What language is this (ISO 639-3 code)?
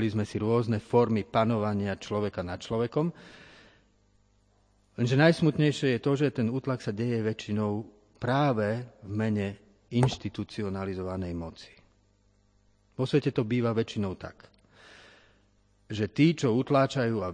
slk